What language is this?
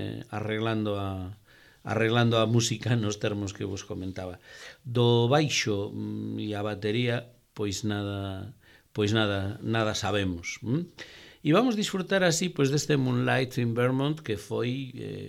Galician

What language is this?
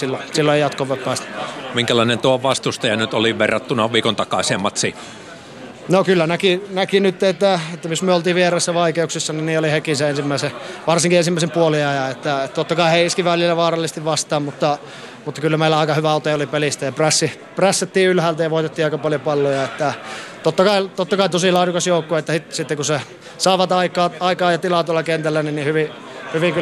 Finnish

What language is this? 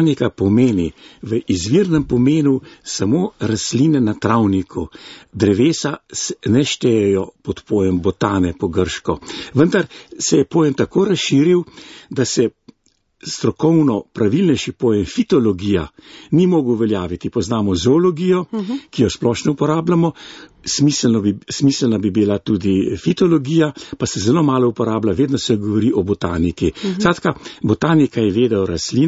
Slovenian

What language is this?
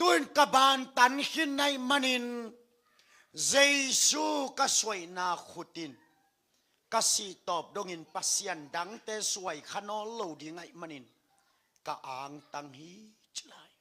Tedim Chin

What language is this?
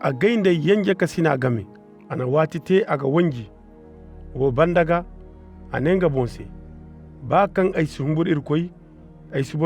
Zarma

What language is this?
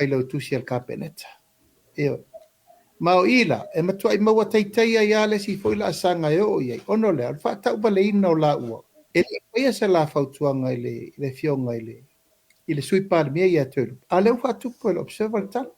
Samoan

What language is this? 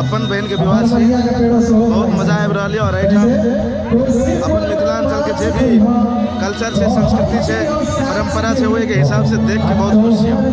Maithili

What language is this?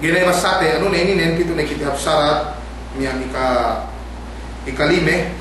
Yakan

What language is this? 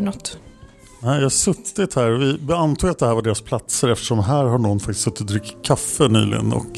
Swedish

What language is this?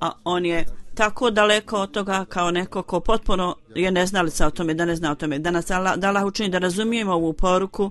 Bosnian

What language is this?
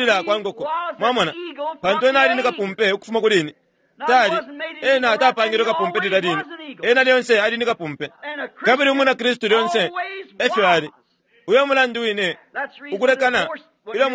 Bemba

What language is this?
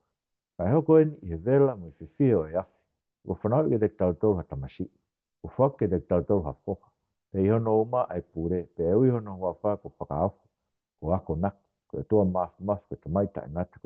Tongan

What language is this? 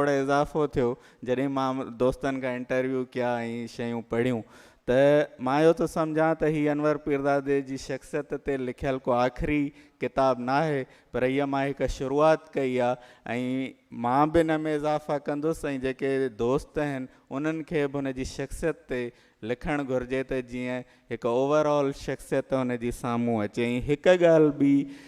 Sindhi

